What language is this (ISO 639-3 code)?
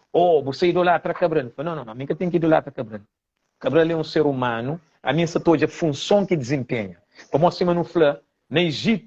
kea